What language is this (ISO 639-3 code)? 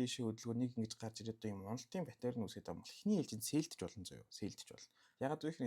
mon